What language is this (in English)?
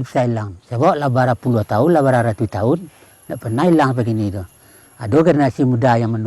Minangkabau